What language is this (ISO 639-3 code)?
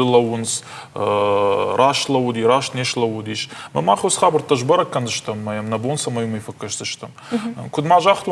oss